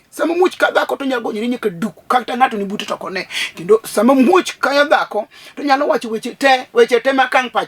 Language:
Luo (Kenya and Tanzania)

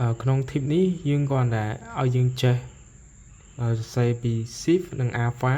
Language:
Khmer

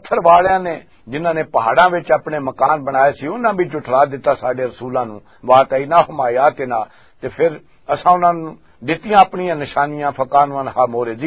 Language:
Western Panjabi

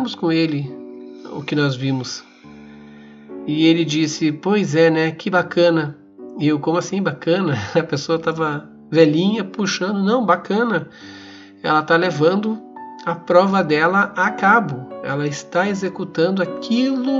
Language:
Portuguese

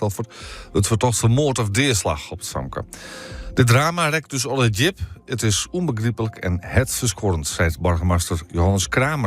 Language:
Western Frisian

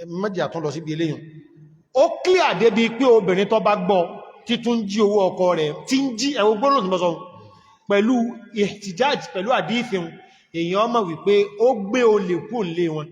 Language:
Yoruba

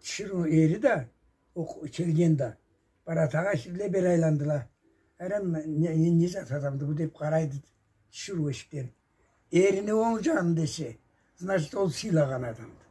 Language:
Karachay-Balkar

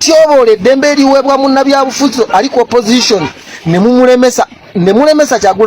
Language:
Ganda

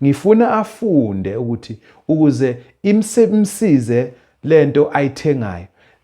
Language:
Zulu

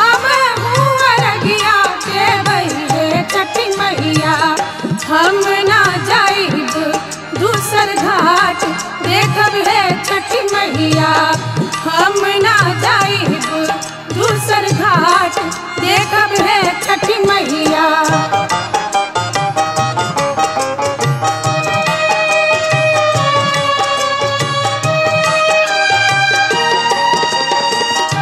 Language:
Bhojpuri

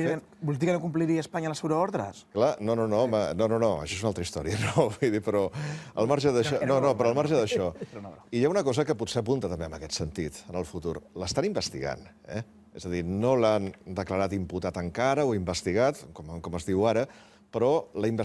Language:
Catalan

